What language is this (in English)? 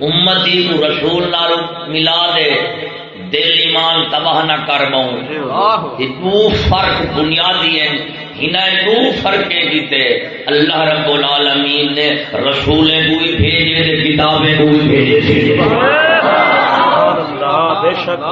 Saraiki